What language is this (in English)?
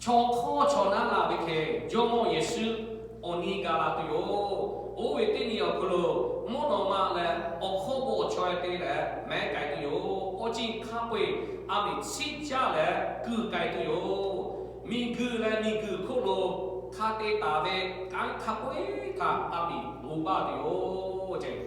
Lahu